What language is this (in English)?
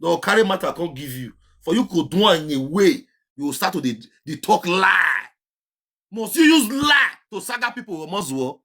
Nigerian Pidgin